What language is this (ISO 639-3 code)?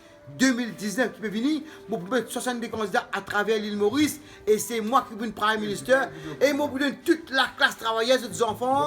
mfe